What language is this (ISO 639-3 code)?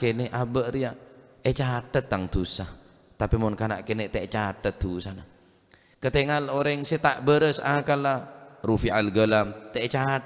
mad